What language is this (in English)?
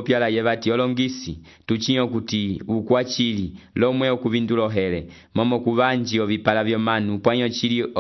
Umbundu